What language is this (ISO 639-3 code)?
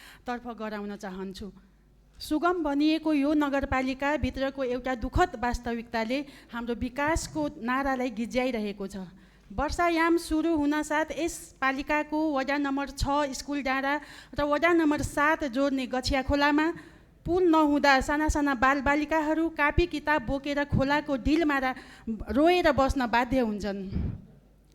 nep